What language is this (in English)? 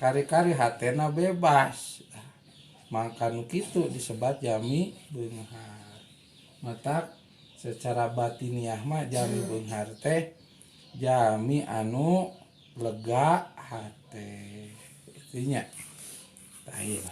Sundanese